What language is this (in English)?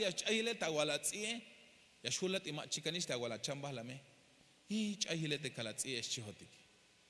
Tzeltal